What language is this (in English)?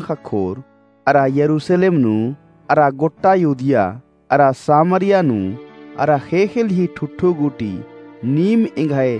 Kurukh